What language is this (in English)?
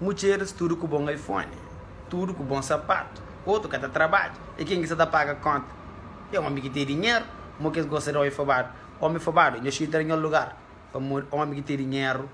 Kabuverdianu